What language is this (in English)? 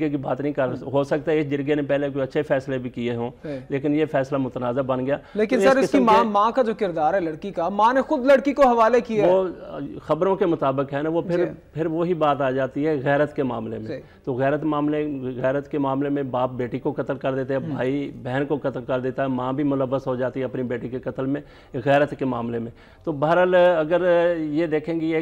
Urdu